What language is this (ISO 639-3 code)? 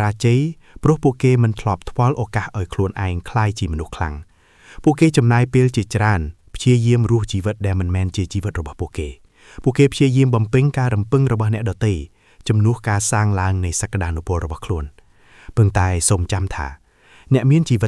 khm